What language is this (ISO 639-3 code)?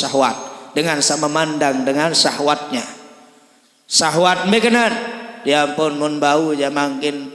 sas